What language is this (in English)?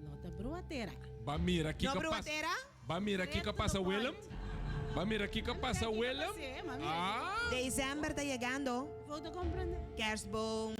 Papiamento